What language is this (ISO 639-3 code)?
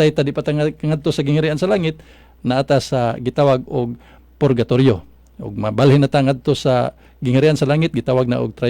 ceb